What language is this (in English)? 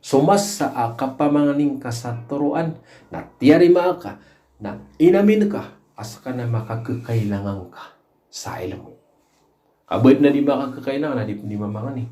Maranao